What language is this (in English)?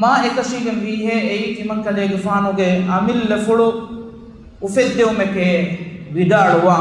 Divehi